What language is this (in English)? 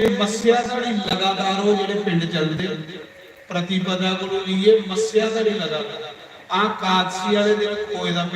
Dogri